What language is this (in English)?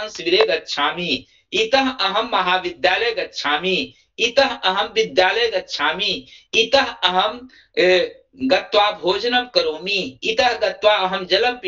Sanskrit